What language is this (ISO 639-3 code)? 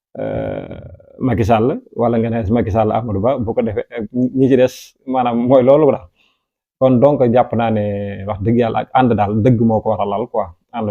wol